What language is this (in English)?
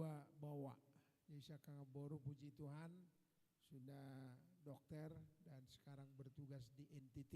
Batak Toba